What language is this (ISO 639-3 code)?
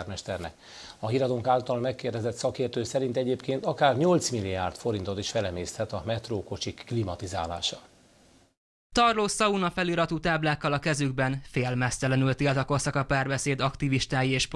hun